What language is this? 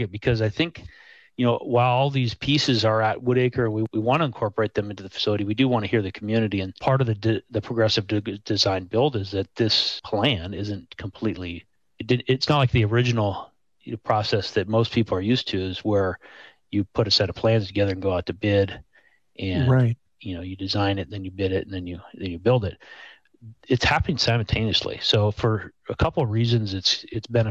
English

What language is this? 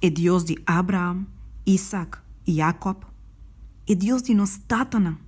Papiamento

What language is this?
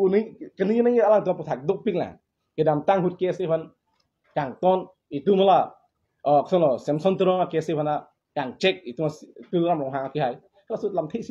Karbi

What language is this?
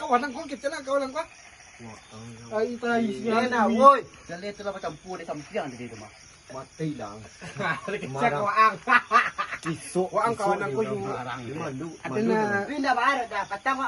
Minangkabau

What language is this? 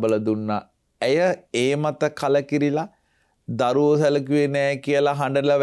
Sinhala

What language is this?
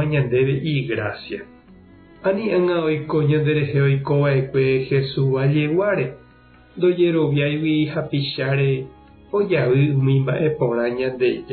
Guarani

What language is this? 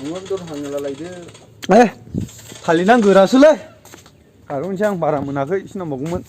Bodo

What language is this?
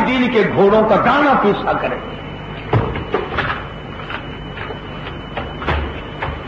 Urdu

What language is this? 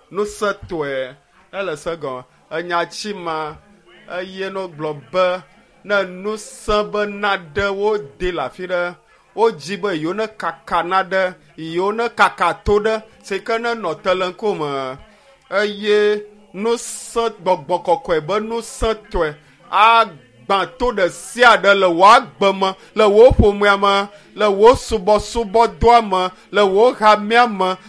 Ewe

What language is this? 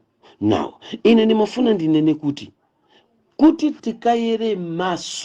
Nyanja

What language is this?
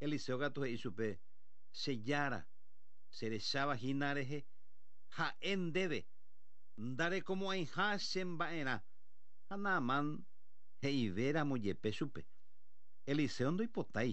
Guarani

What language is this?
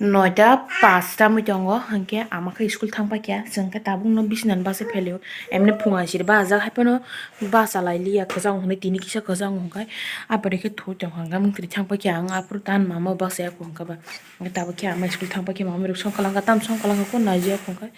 Kok Borok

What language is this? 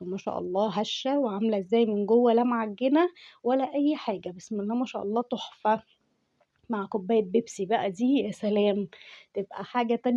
Egyptian Arabic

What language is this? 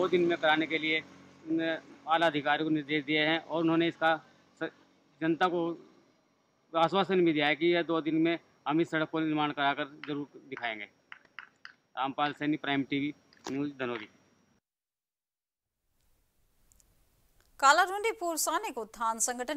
Hindi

